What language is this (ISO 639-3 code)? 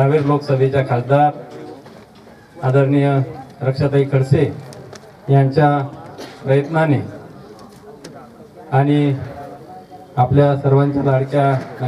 mar